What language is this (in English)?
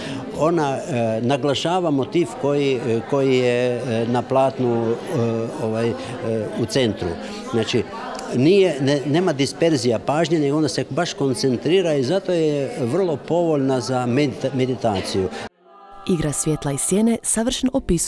Croatian